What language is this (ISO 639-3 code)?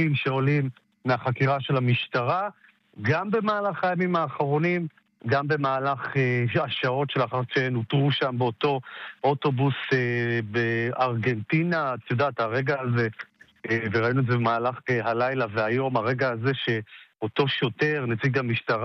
heb